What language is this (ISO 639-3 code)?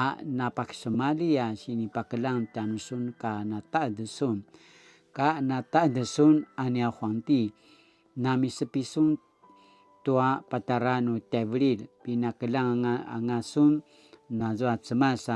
pwn